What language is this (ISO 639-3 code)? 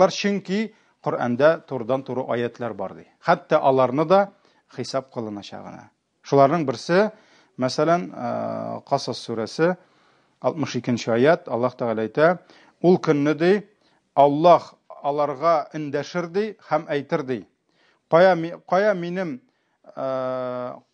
tat